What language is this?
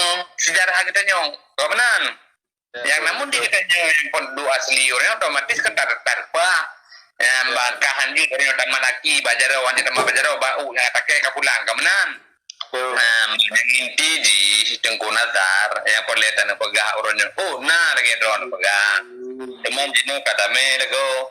Achinese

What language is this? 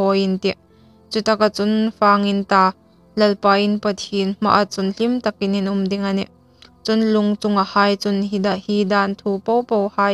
Hmar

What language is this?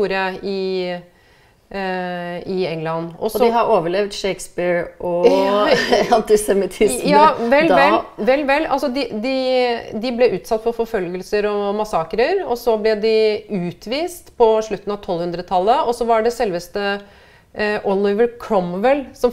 Norwegian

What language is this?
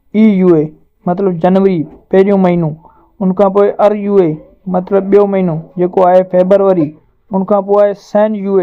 Sindhi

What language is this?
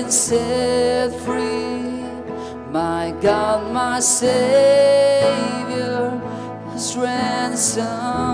Tangkhul Naga (India)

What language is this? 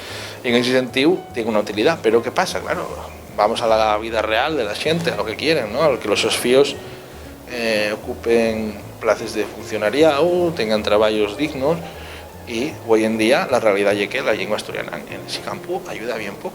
Asturian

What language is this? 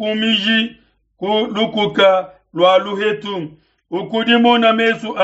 Luba-Lulua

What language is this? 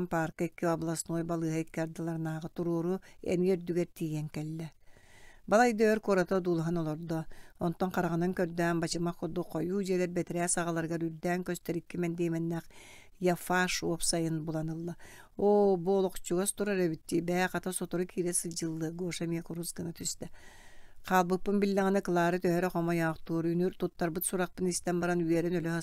Yakut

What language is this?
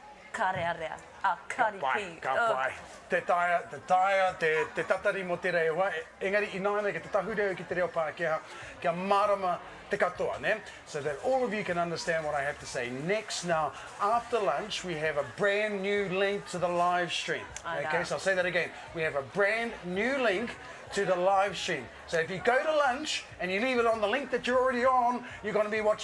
Māori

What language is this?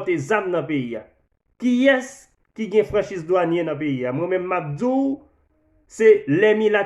Haitian Creole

